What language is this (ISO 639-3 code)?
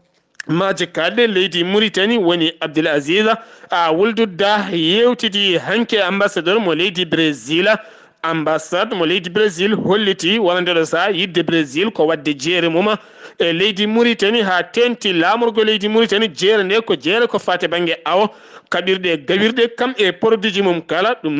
ful